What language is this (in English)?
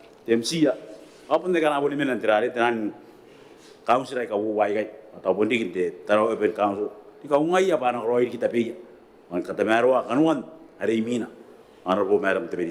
Gilbertese